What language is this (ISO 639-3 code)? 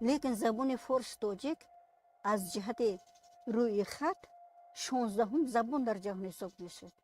tgk